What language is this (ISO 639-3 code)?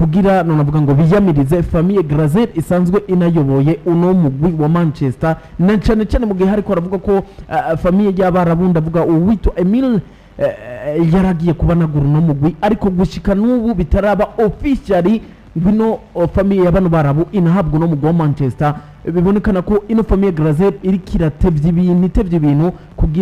run